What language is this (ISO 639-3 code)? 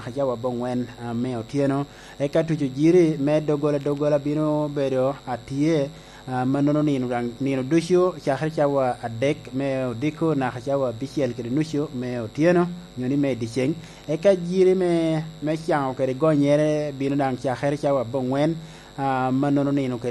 laj